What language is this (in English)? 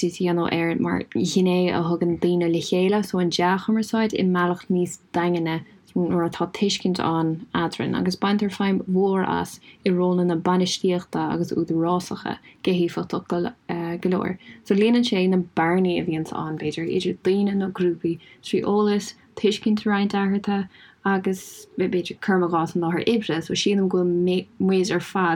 Irish